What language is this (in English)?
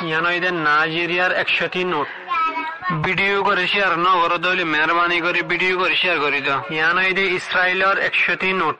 Rohingya